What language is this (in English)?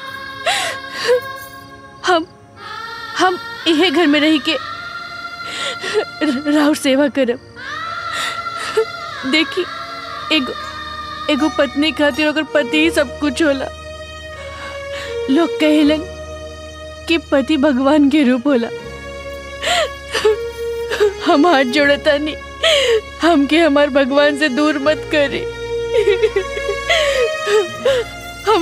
Bhojpuri